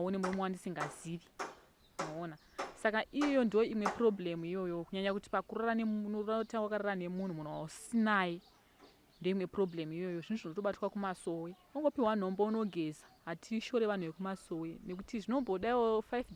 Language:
Shona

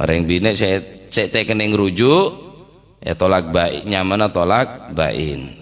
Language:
Madurese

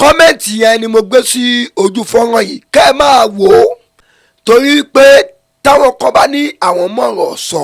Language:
Yoruba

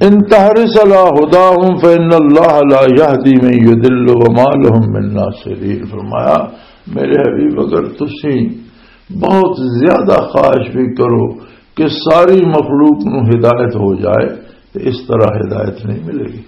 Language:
Western Panjabi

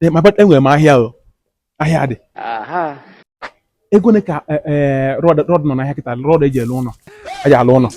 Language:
Igbo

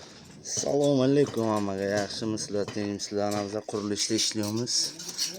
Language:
Uzbek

